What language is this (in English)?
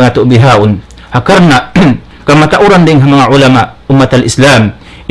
Tausug